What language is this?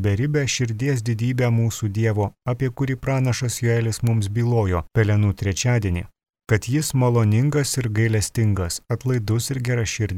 Lithuanian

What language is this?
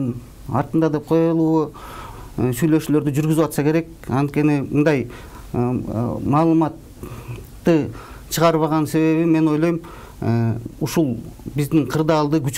Kyrgyz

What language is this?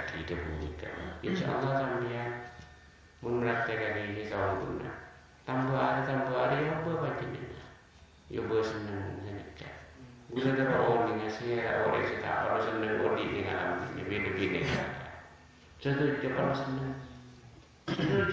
Madurese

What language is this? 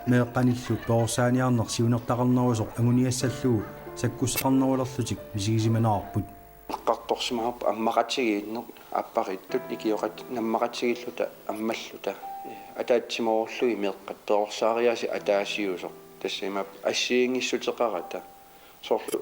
Kalaallisut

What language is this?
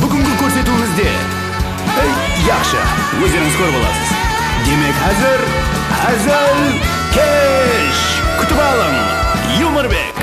Kara-Kalpak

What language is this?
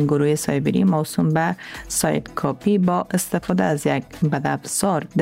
Persian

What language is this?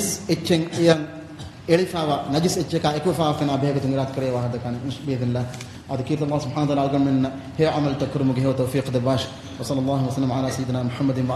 Divehi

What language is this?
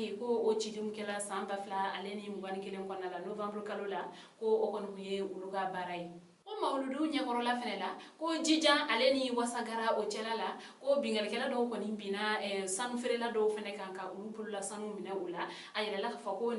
Bambara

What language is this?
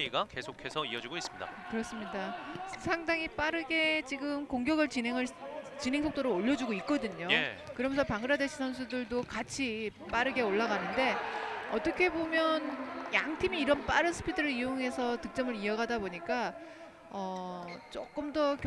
Korean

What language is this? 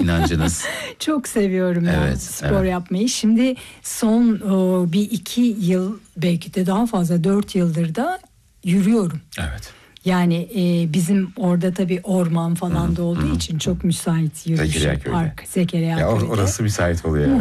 Turkish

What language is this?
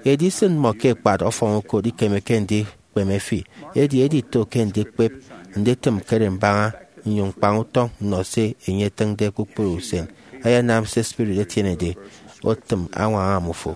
Efik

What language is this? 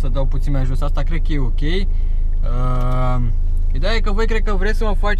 Romanian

